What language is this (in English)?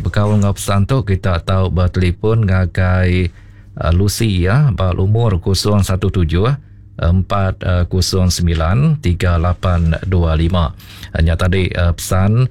Iban